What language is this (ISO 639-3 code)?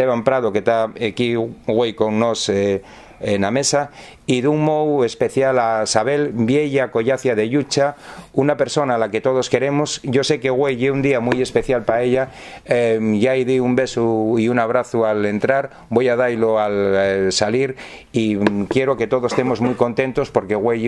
ast